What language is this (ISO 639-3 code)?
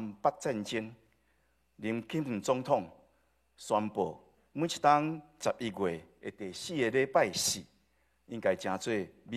nan